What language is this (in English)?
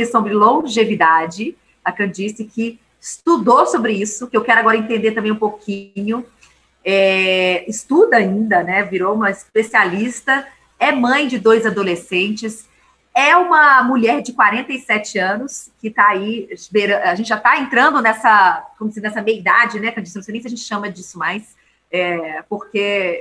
Portuguese